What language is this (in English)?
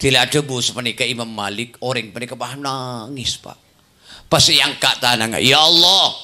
Madurese